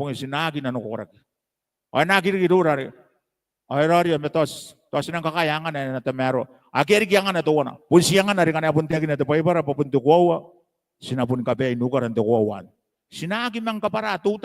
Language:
Gilbertese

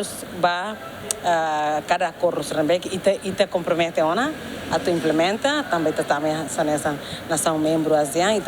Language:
Tetum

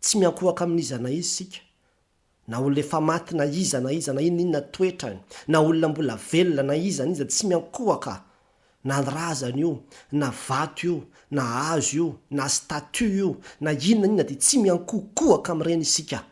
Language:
Malagasy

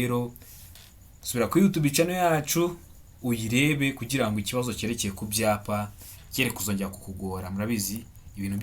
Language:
Kinyarwanda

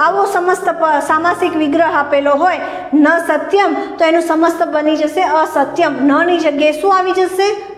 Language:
Gujarati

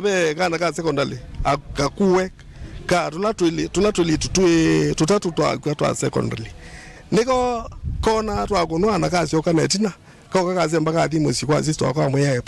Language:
Kamba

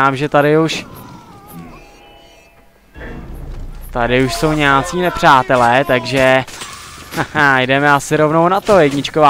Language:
Czech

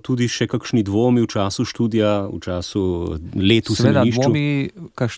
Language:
Slovenian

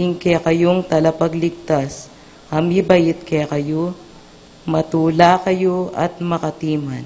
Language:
Pampanga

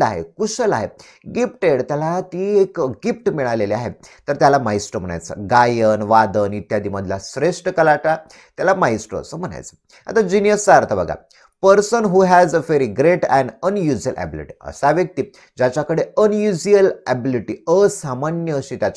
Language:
Marathi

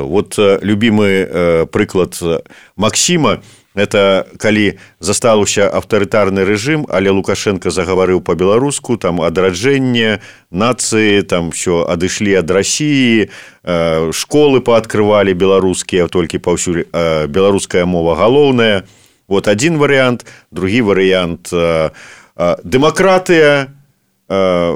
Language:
Belarusian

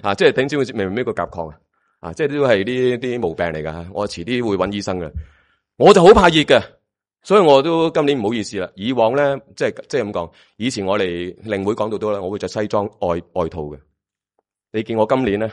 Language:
Cantonese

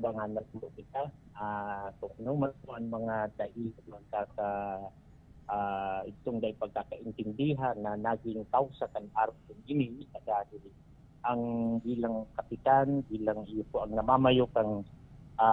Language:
Bikol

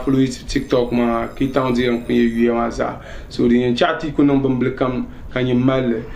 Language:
Dagbani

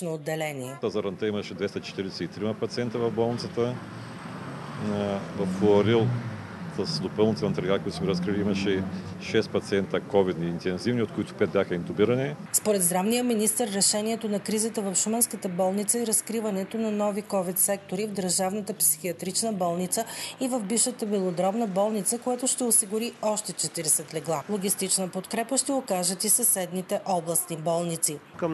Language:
Bulgarian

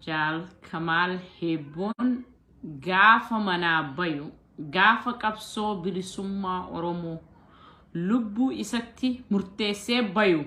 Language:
Oromo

